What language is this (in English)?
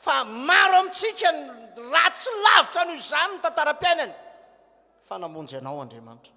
Malagasy